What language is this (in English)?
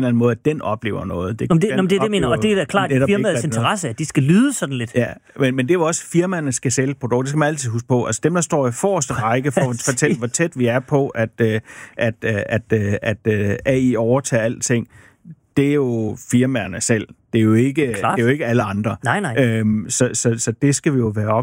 Danish